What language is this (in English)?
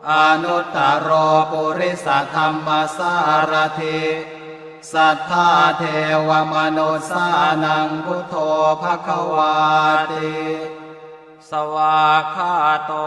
Pali